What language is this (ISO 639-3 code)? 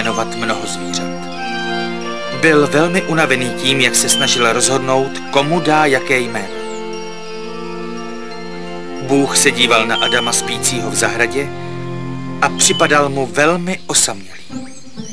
ces